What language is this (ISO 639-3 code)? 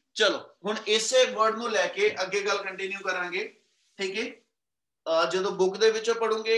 pan